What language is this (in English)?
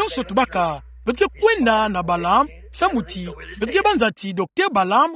Kituba (Democratic Republic of Congo)